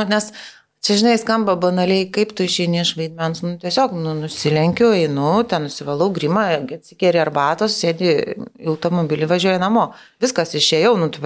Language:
Lithuanian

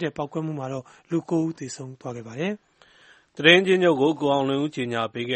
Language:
Burmese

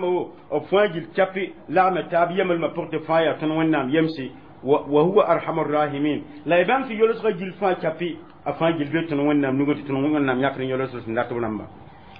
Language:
Mossi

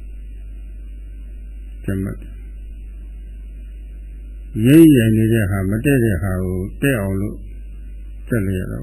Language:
Burmese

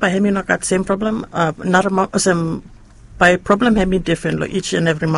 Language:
Bislama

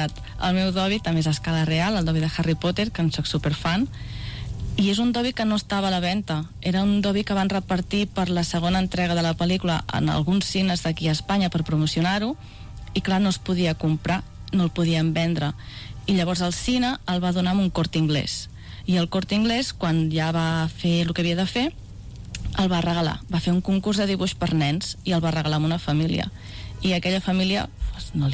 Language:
Catalan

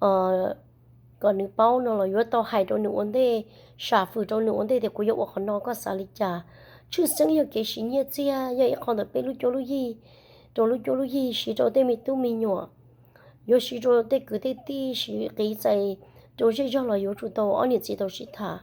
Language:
Hmong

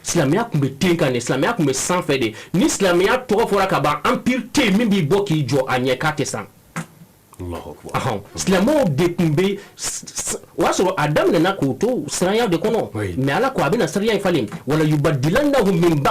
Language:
Bambara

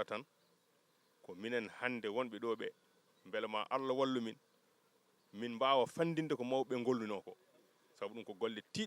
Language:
Fula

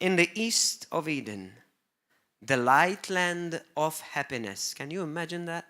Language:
English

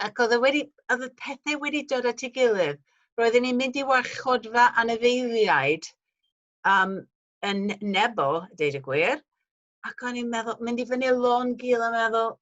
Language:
Welsh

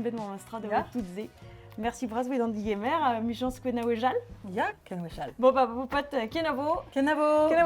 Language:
Breton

